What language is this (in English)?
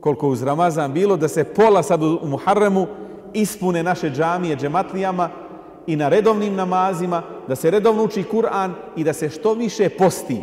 Bosnian